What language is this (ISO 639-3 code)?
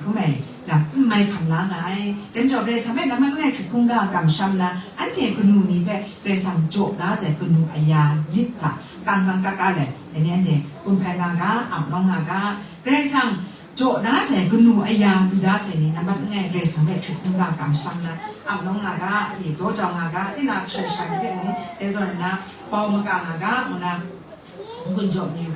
kac